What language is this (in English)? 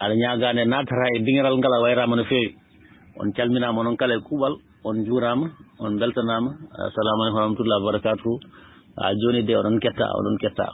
Fula